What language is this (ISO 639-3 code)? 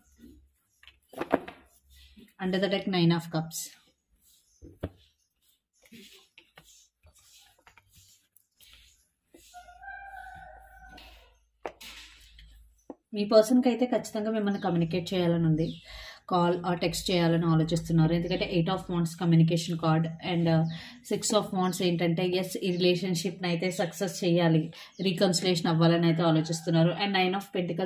tel